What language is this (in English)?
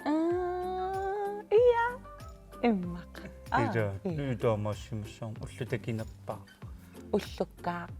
Kalaallisut